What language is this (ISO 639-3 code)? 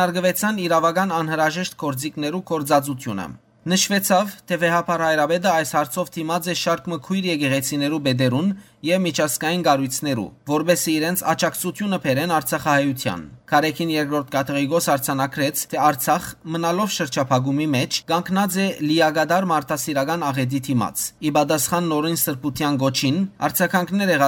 hyw